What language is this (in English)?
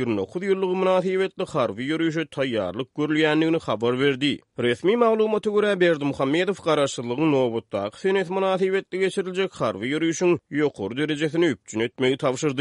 Turkmen